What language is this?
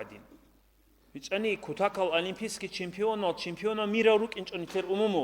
Avaric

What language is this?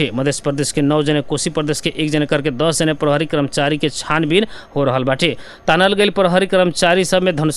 Bhojpuri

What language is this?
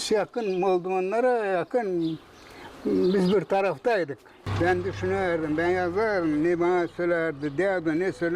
Gagauz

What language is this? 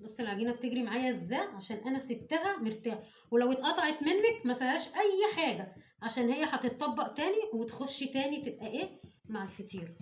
Egyptian Arabic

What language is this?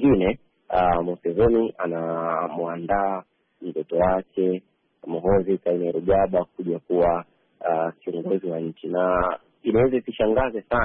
Swahili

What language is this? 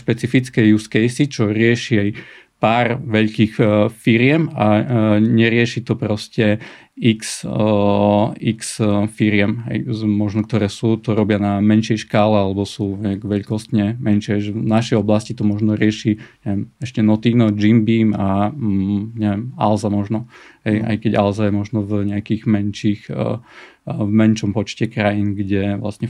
Slovak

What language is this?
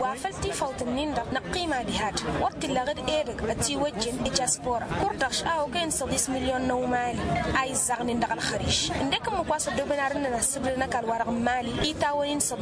Tamasheq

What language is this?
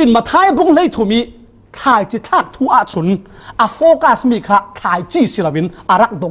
Falam Chin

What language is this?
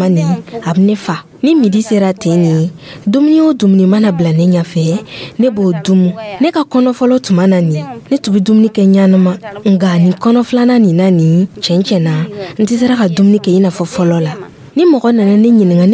Dyula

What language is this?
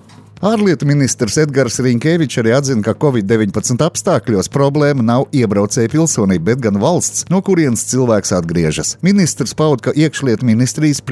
Latvian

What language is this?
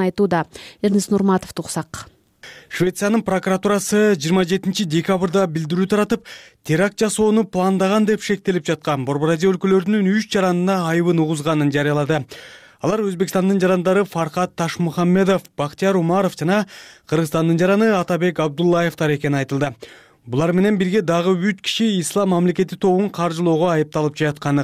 Kyrgyz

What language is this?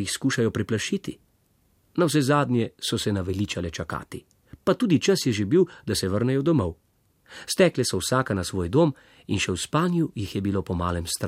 Slovenian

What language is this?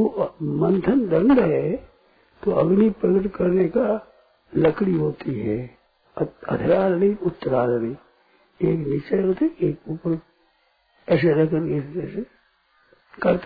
Hindi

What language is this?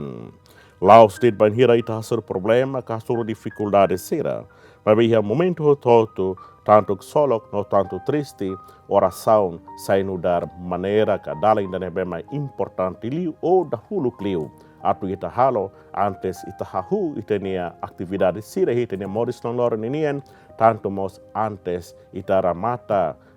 Tetum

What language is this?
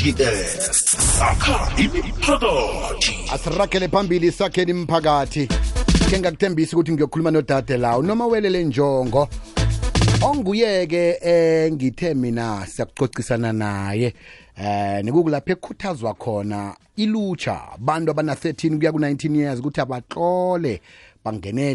South Ndebele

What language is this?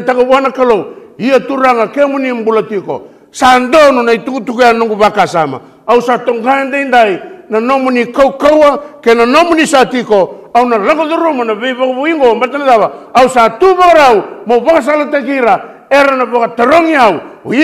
Fijian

